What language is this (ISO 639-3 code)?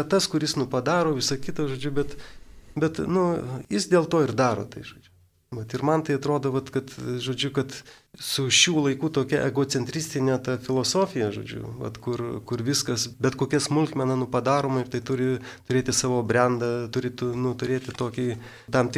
lit